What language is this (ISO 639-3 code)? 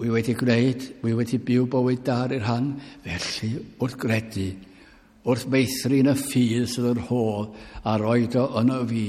cym